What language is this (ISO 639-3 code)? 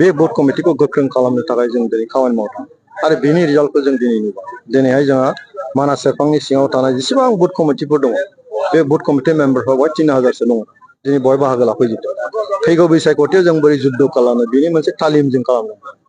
brx